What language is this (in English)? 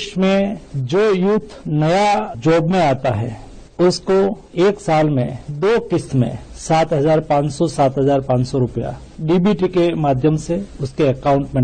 Sanskrit